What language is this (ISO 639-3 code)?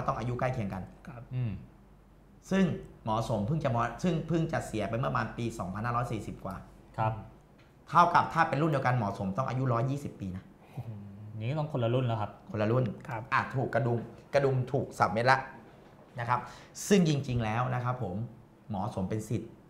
tha